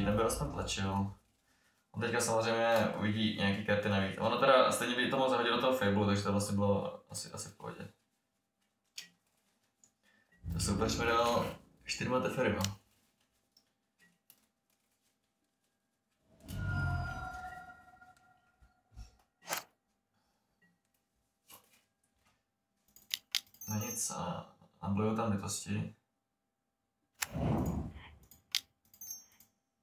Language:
Czech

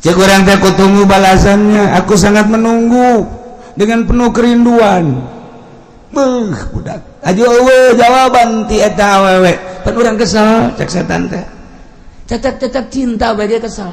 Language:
Sundanese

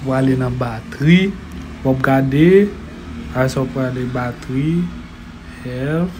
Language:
Haitian Creole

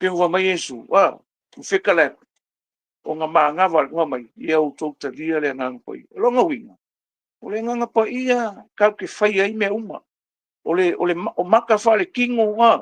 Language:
Samoan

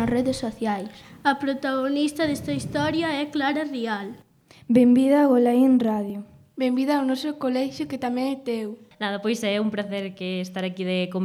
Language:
Galician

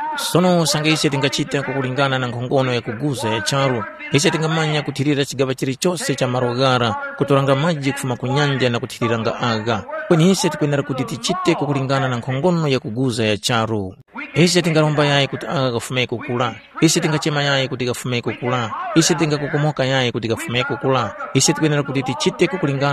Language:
Tumbuka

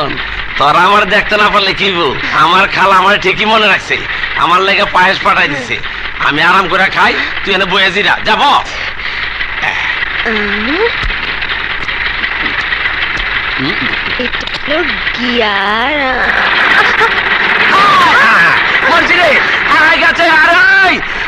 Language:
Bangla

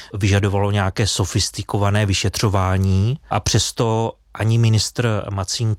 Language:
Czech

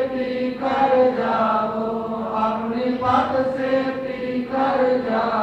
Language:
Punjabi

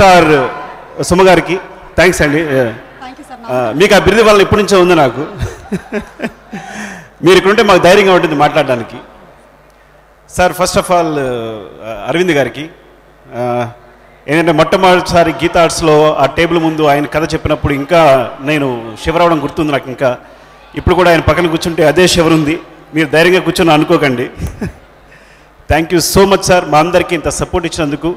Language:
Telugu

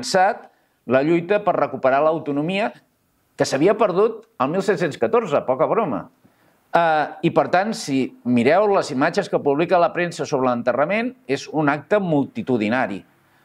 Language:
Catalan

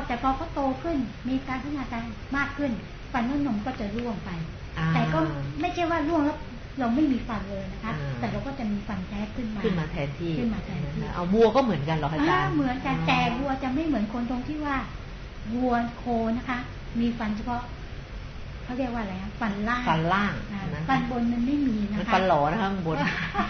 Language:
Thai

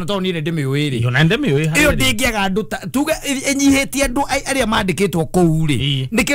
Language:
Kikuyu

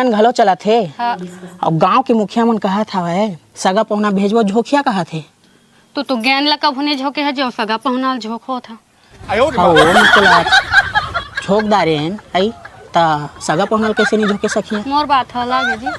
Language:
Chhattisgarhi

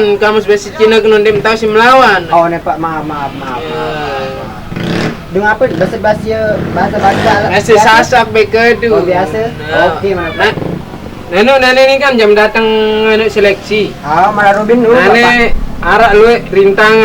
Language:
Sasak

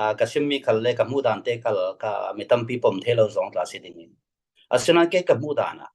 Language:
Falam Chin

